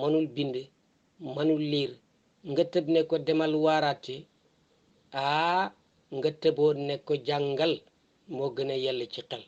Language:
Wolof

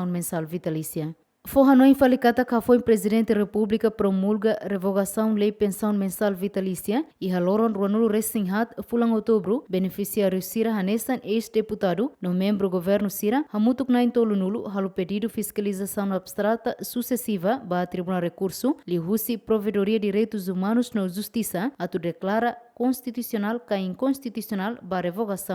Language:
Tetum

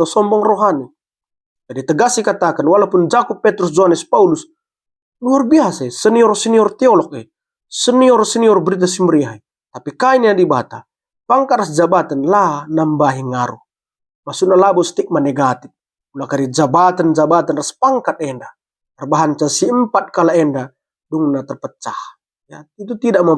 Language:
Batak Karo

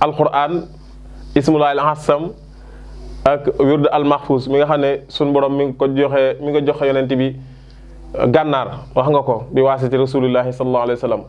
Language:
Wolof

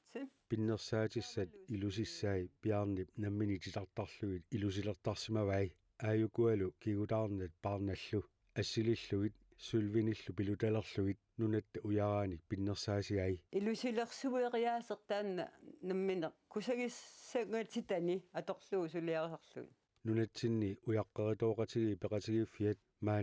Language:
Kalaallisut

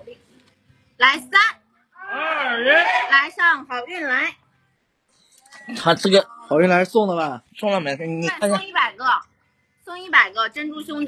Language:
Chinese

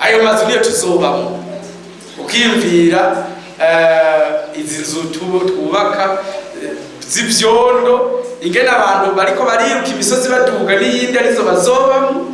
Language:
Rundi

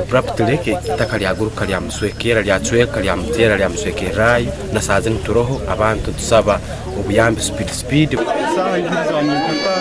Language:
Nyankole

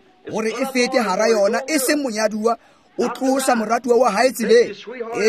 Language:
Tswana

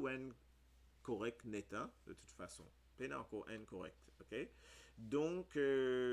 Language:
Morisyen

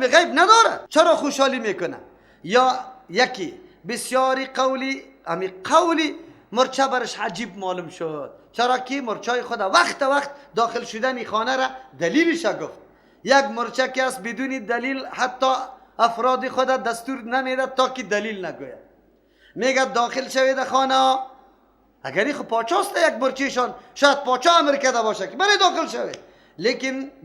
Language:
Persian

